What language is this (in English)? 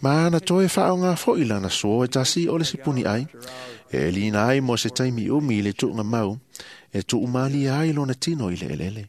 Samoan